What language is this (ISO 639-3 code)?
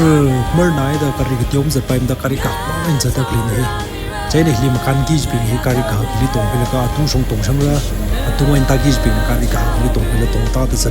nmf